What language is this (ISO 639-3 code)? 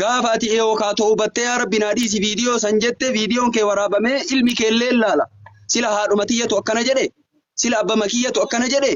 orm